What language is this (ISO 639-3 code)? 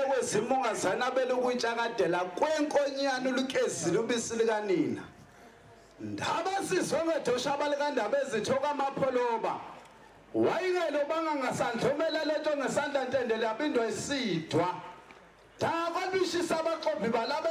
zul